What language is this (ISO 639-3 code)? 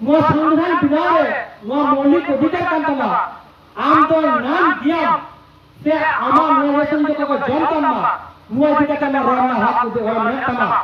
sat